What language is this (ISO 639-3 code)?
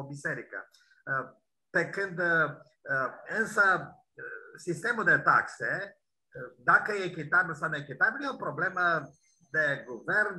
ron